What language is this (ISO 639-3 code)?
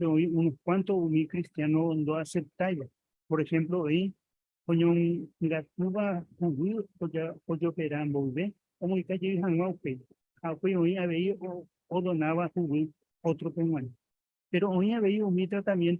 grn